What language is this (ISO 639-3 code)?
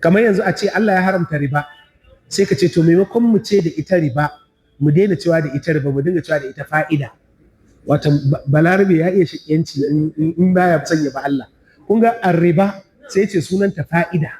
hau